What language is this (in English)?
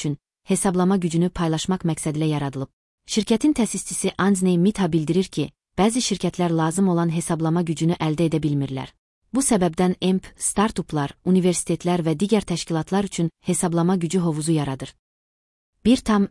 Azerbaijani